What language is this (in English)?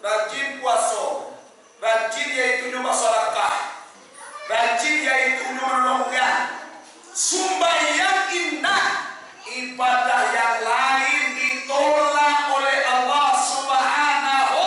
Minangkabau